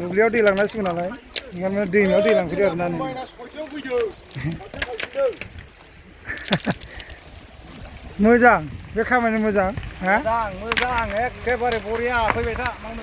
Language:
Bodo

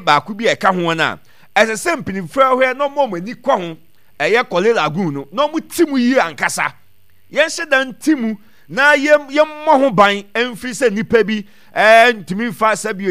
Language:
Akan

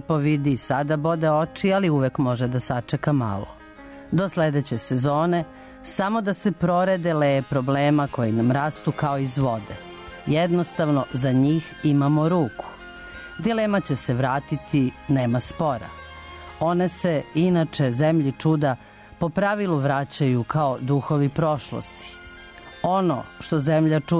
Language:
Serbian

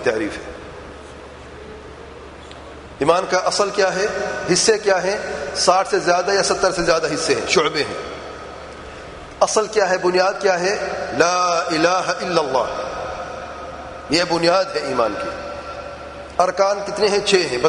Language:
Urdu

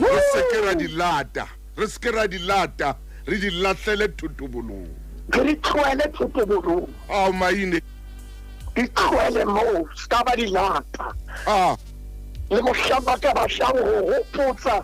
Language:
Southern Sotho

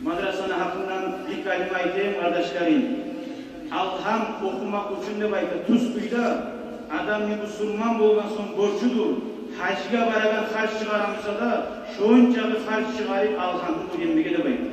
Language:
Kumyk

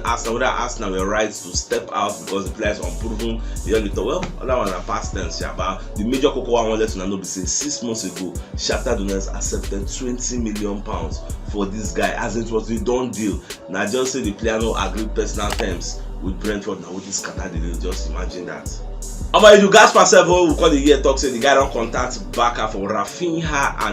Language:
Nigerian Pidgin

